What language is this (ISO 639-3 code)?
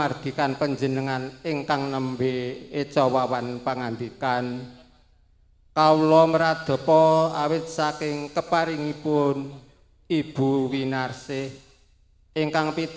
jav